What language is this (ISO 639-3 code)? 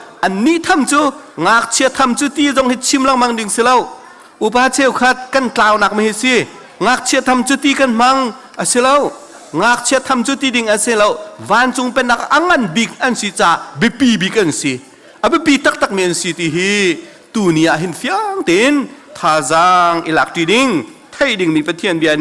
cnh